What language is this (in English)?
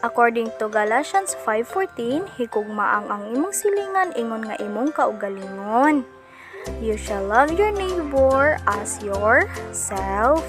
Cebuano